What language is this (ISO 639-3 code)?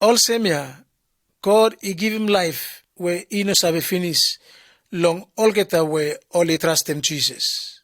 bis